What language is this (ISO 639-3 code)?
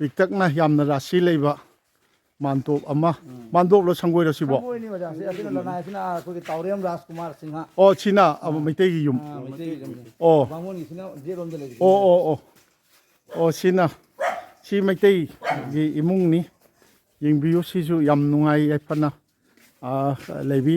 mni